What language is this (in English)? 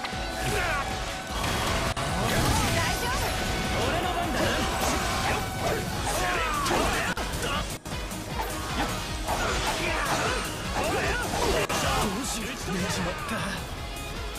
Japanese